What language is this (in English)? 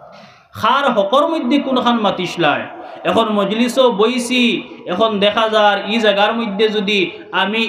Sylheti